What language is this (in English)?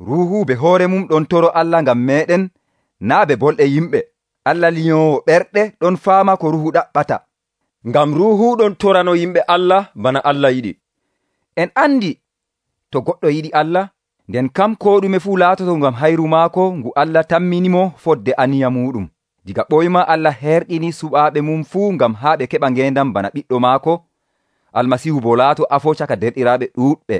Nigerian Fulfulde